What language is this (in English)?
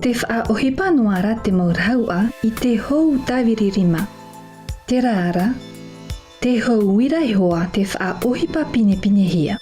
Tahitian